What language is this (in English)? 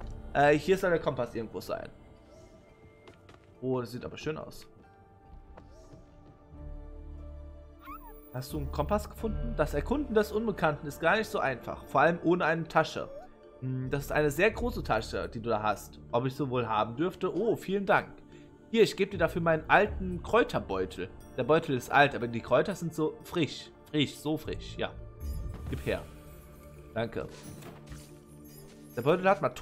German